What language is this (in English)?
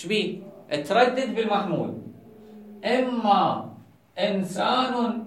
Mesopotamian Arabic